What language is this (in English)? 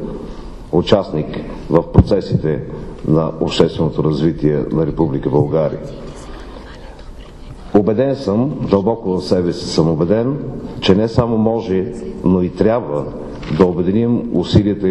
Bulgarian